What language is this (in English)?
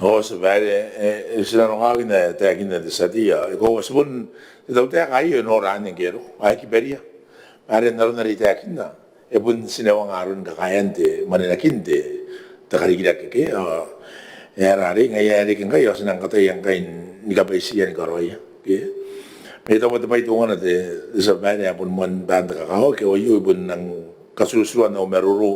Gilbertese